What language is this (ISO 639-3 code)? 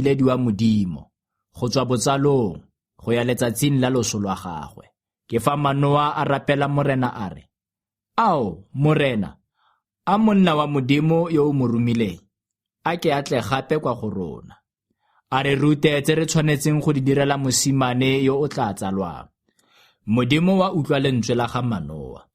tsn